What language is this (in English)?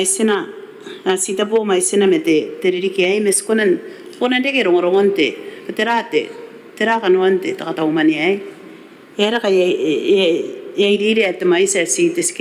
Gilbertese